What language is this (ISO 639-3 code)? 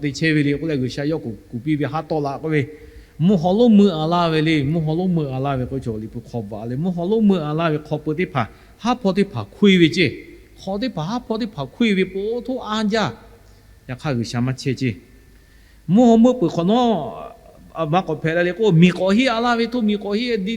lhu